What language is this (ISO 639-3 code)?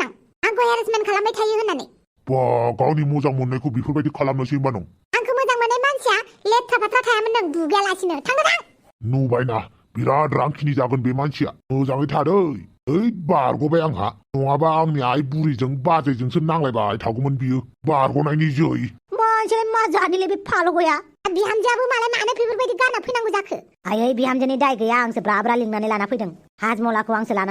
brx